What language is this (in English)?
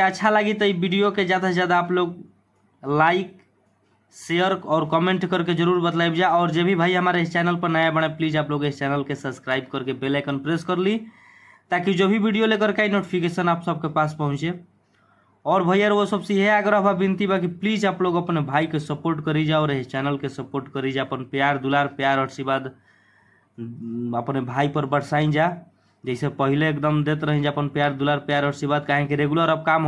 Bhojpuri